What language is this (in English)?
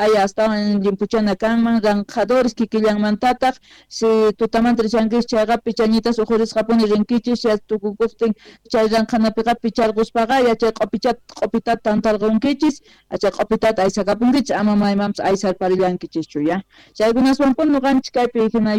South Bolivian Quechua